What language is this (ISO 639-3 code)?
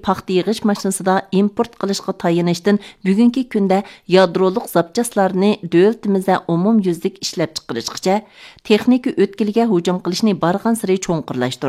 uig